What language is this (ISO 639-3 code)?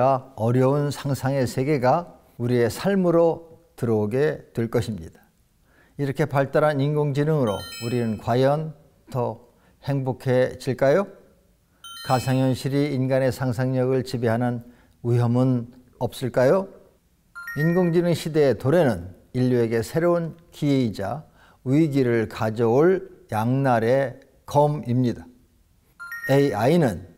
kor